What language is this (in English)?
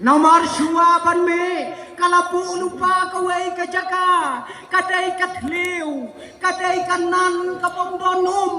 Khasi